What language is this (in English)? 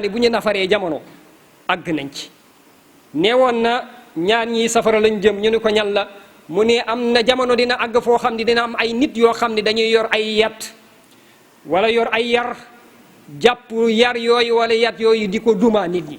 Wolof